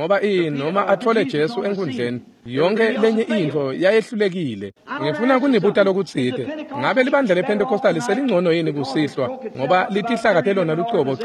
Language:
Swati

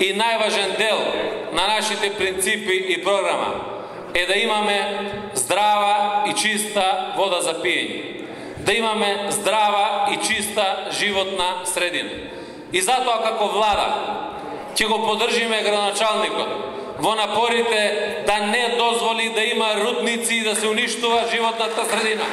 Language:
Macedonian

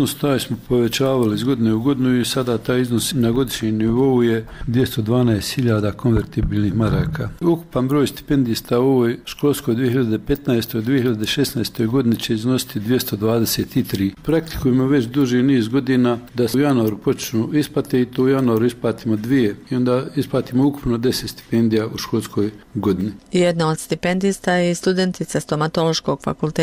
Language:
Bosnian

